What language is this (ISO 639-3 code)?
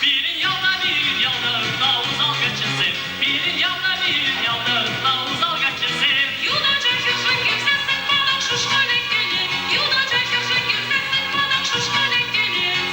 chv